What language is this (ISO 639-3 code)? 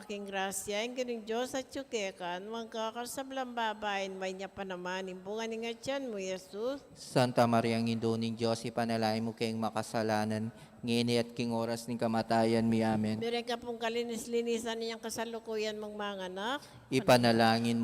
pam